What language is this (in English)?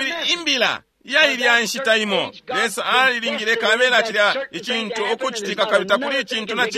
Bemba